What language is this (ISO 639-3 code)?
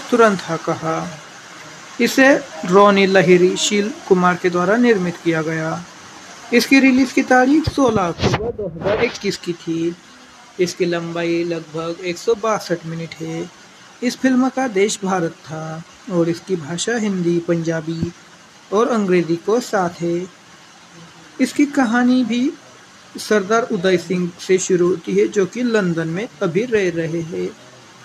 hin